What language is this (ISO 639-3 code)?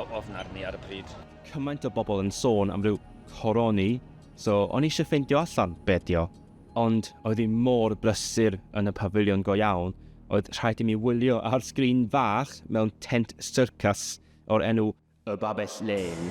cym